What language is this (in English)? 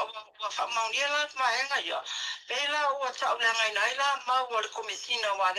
Samoan